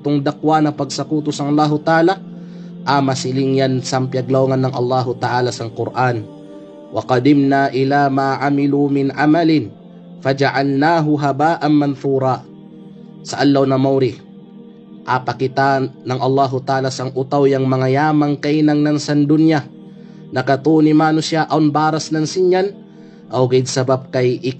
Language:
Kalagan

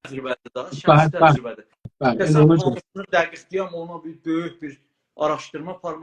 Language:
South Azerbaijani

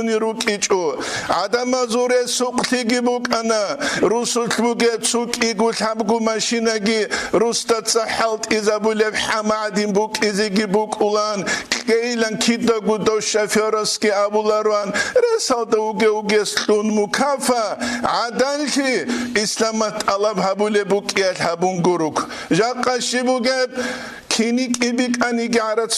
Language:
Avaric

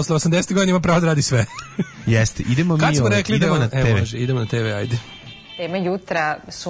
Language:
Serbian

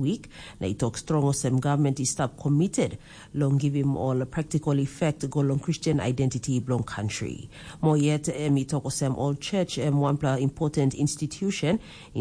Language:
Tok Pisin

